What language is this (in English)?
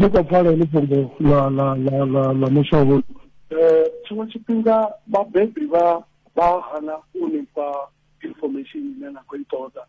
Venda